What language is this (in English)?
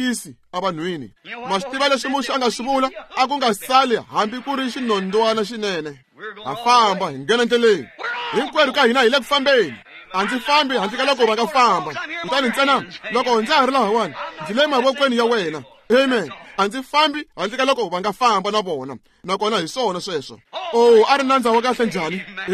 Tsonga